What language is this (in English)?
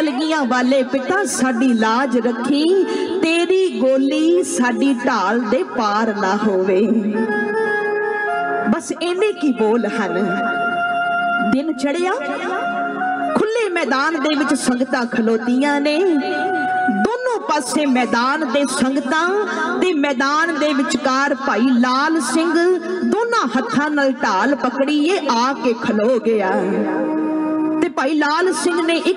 Punjabi